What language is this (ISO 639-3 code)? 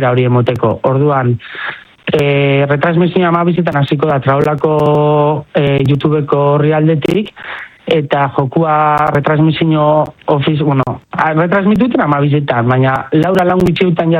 eus